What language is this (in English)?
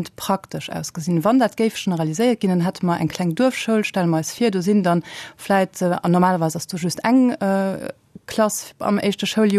Luxembourgish